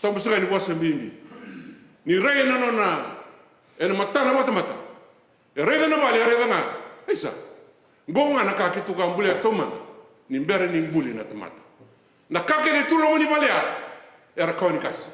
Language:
Fijian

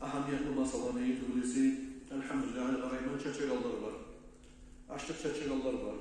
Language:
Kumyk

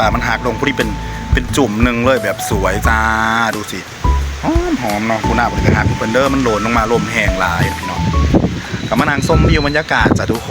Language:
Northeastern Thai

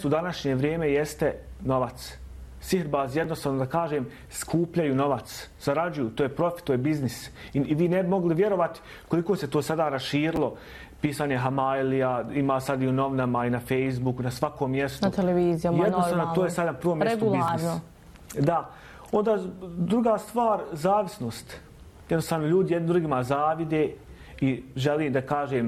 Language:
Bosnian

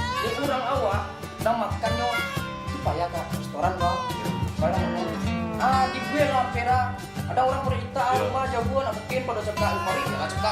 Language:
Minangkabau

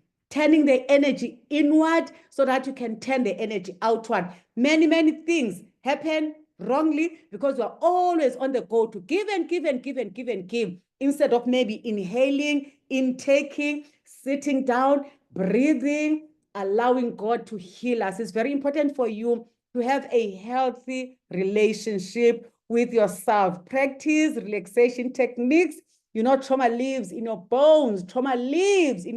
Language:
English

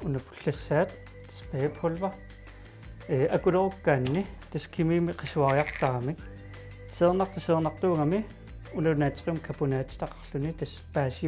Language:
Kalaallisut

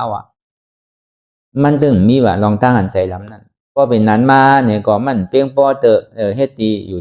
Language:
Shan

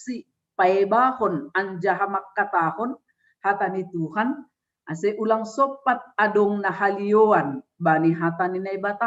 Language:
Batak Simalungun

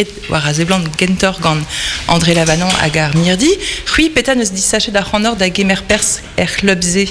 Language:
Breton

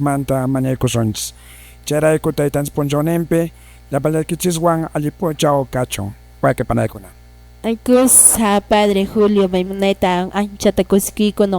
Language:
Quechua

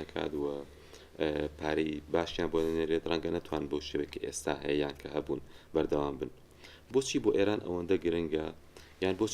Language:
Central Kurdish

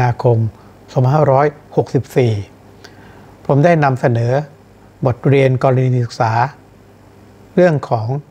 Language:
Thai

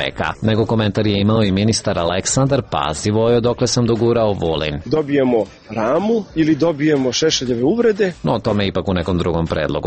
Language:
Serbian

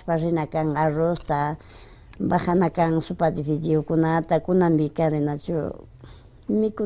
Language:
Imbabura Highland Quichua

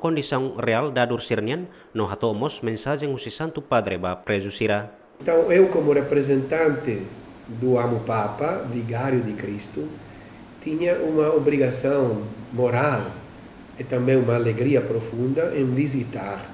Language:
Tetum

